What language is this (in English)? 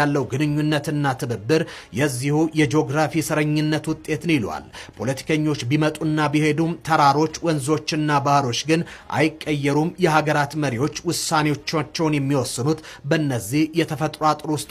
Amharic